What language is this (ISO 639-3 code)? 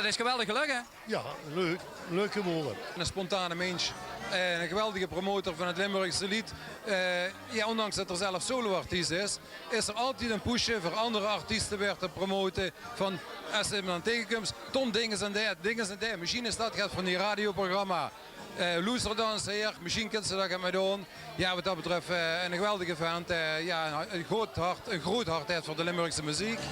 lim